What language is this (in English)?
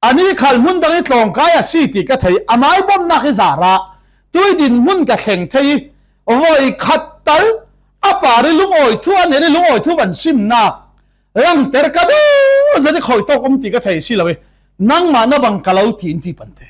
Falam Chin